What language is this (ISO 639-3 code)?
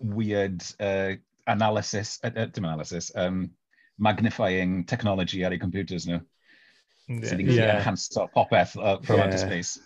cym